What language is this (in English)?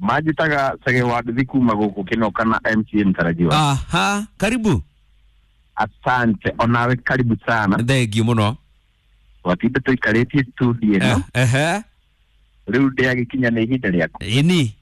Kikuyu